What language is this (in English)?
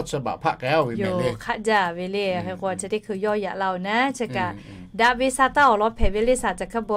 Lahu